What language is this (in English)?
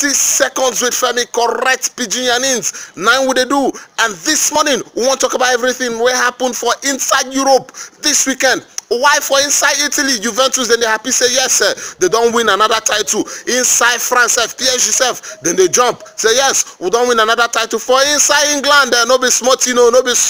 Nigerian Pidgin